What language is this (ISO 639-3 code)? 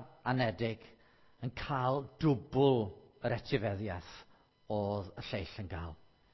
cym